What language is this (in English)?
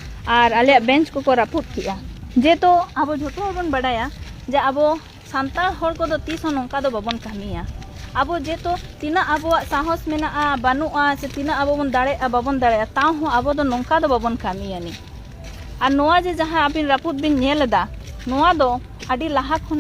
Santali